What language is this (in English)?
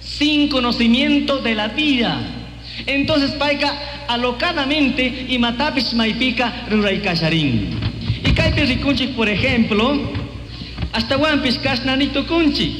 Chimborazo Highland Quichua